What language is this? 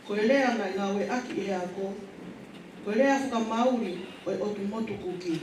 Tongan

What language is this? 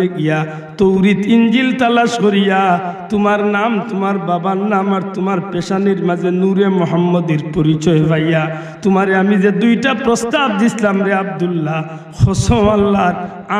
Sylheti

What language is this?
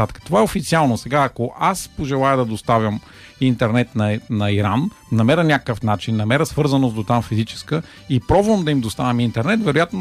Bulgarian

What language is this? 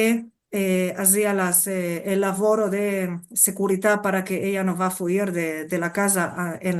Ladino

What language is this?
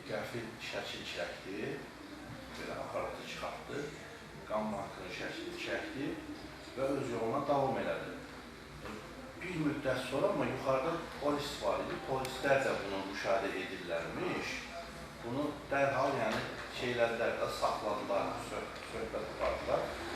Azerbaijani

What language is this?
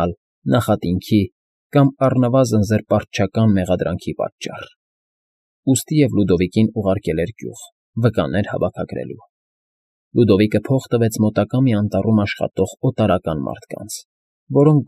Armenian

